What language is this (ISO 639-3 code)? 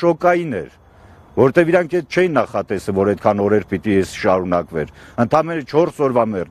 hye